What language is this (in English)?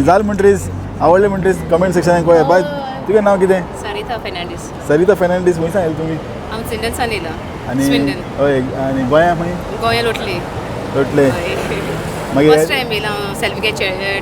Konkani